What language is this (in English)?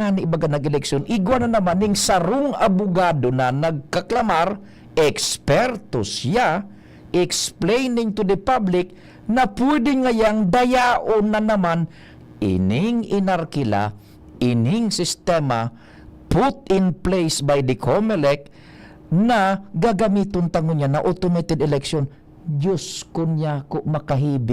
Bikol